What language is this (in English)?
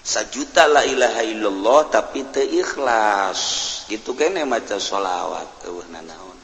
Sundanese